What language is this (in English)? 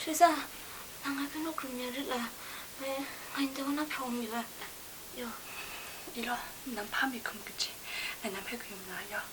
Kachin